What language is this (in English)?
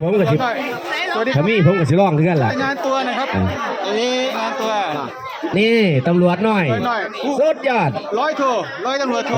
Northeastern Thai